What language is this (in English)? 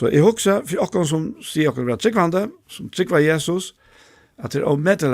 Faroese